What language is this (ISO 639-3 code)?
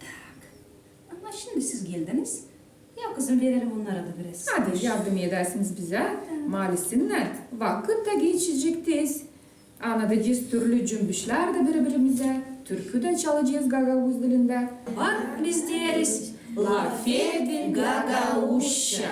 gag